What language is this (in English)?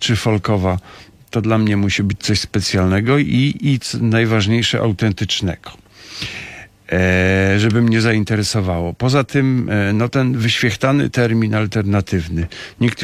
Polish